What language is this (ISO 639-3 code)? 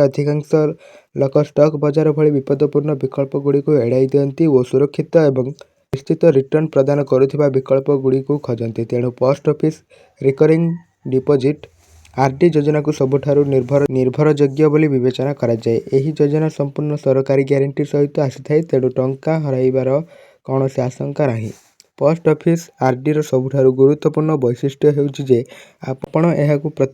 ori